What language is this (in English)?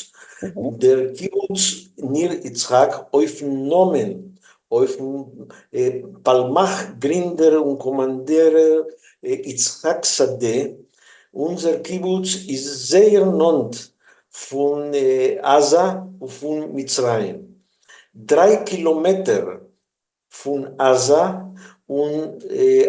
Yiddish